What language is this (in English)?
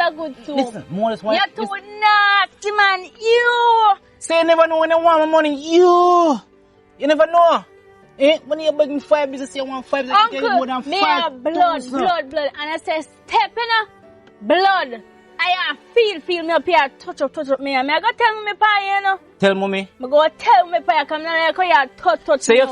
Jamaican Creole English